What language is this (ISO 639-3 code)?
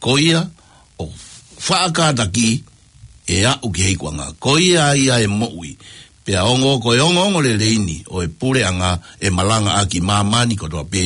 ton